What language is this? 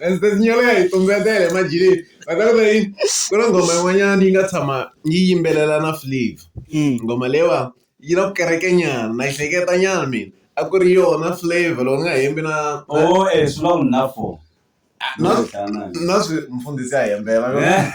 Tsonga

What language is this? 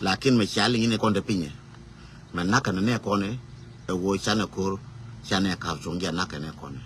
Nuer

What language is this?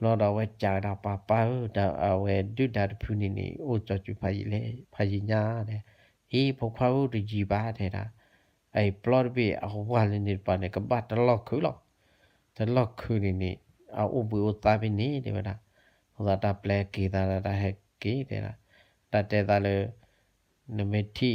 S'gaw Karen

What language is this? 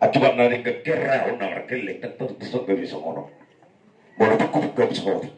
Batak Toba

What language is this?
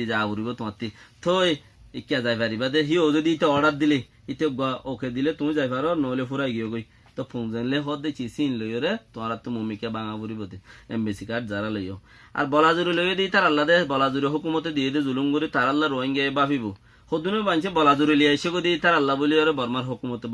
Rohingya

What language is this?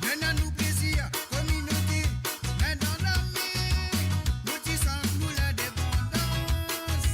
Morisyen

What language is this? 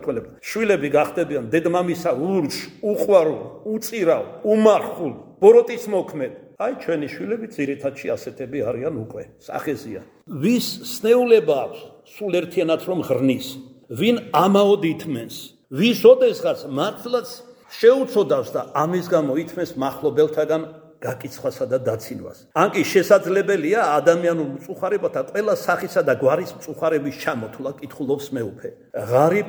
Georgian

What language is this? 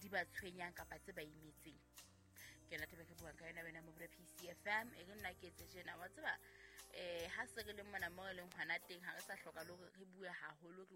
Southern Sotho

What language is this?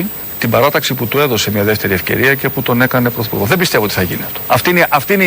Greek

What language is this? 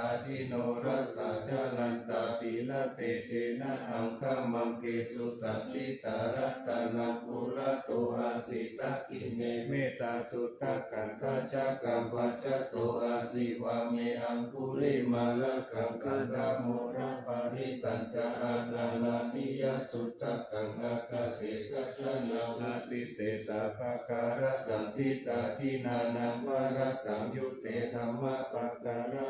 Pali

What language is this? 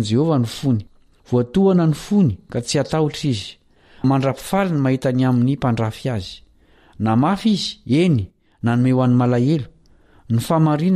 Malagasy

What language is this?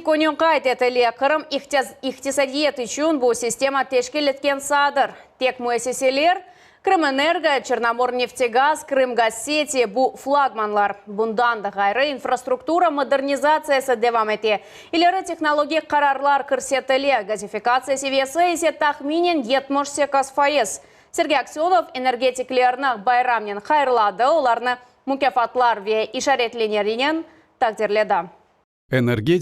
Crimean Tatar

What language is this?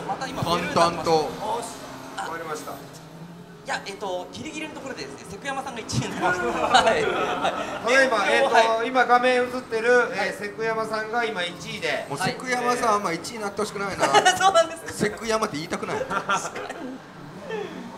Japanese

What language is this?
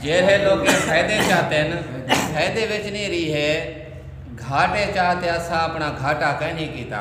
Saraiki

